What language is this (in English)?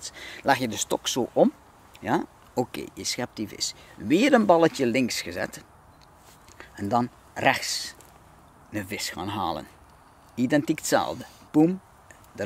Dutch